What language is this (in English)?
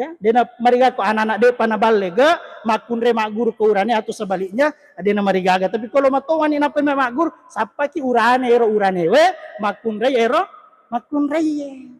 Buginese